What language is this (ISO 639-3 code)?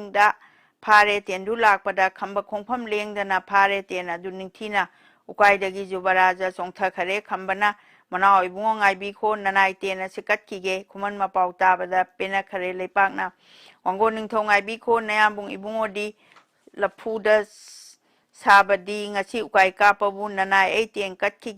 mni